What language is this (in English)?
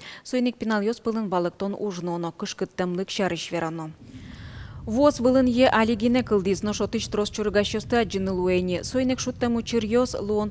Udmurt